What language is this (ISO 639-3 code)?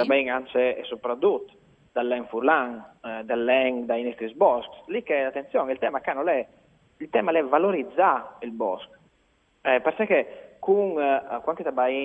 fur